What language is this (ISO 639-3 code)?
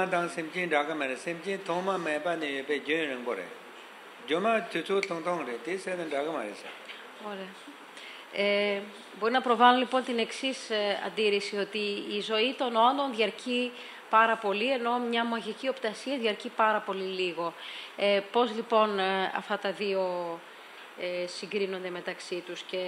ell